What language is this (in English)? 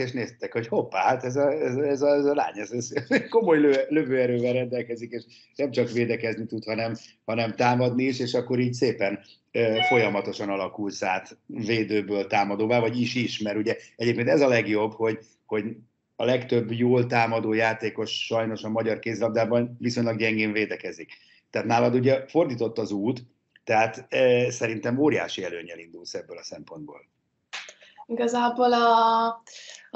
Hungarian